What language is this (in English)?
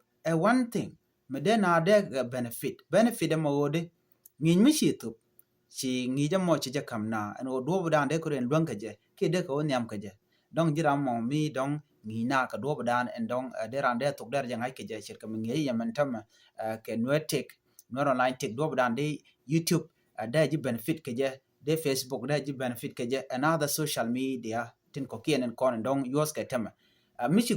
Nuer